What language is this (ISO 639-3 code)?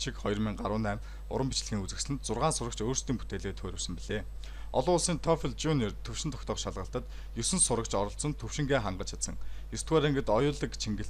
mon